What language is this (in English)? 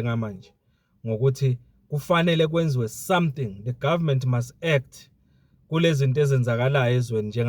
Zulu